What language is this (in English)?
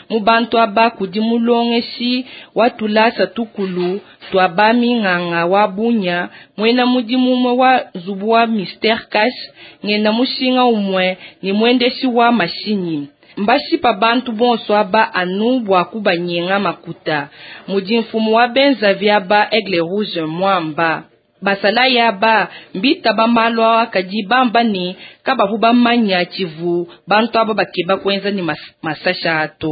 Luba-Lulua